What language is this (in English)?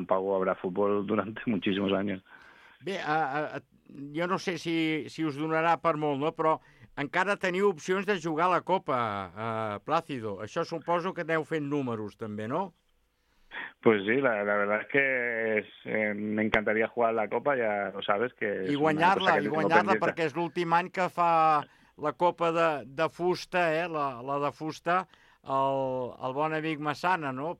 Catalan